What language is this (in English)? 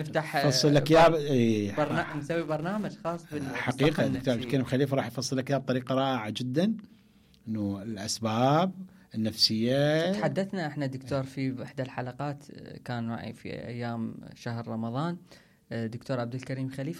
Mesopotamian Arabic